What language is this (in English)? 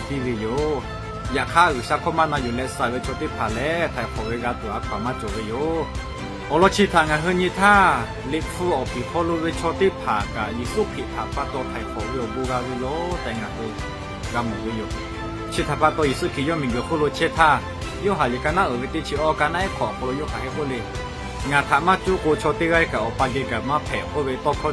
Lahu